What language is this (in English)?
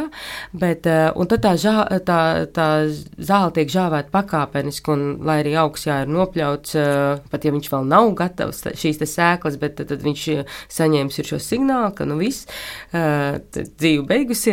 Latvian